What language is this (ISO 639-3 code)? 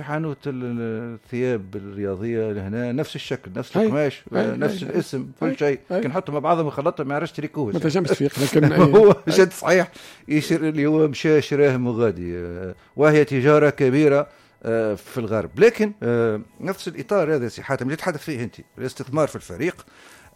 aeb